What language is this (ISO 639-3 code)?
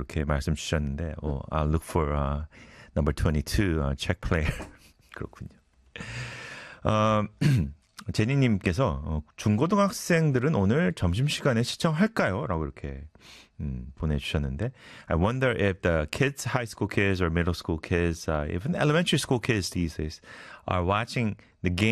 kor